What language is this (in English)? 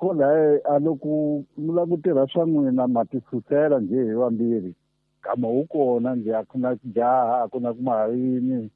Tsonga